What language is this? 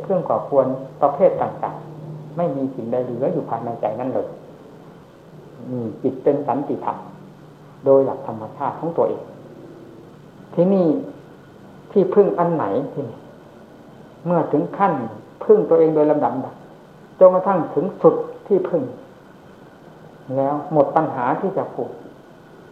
Thai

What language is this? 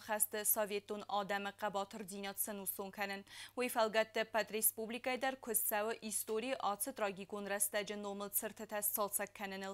Ossetic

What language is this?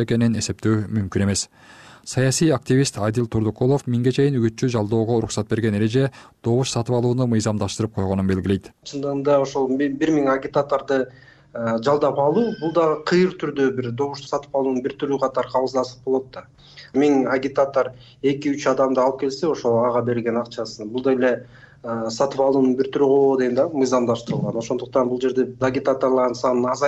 Kyrgyz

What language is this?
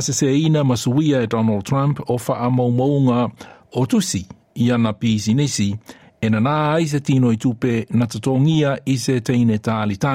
Samoan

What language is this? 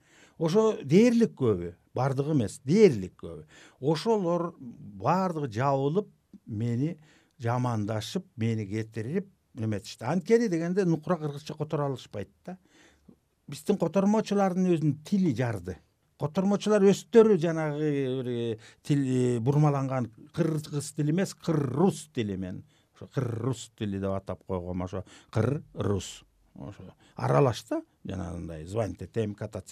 Kyrgyz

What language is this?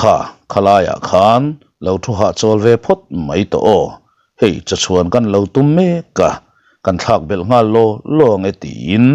Mizo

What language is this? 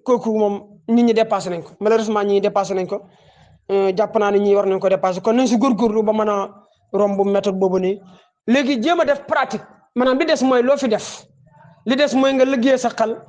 Wolof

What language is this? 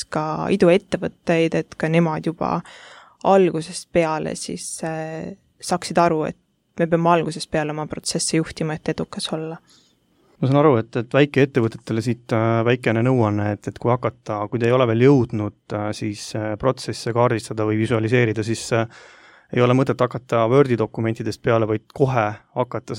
Estonian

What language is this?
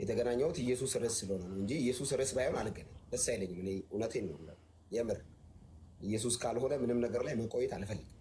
Amharic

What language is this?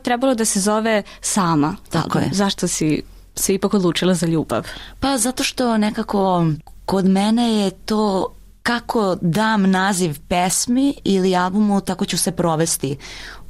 Serbian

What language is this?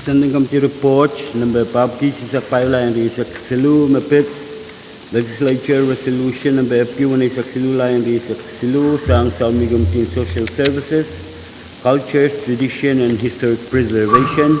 Pohnpeian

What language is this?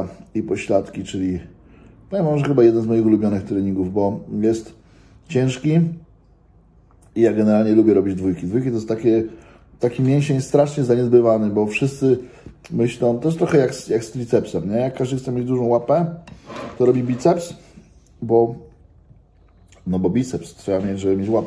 Polish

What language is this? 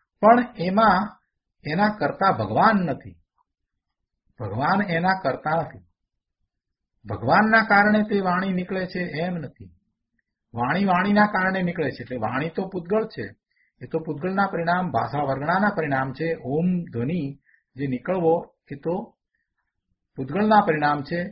Gujarati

